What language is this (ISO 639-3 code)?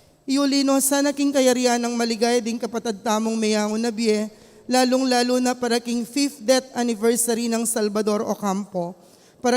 pam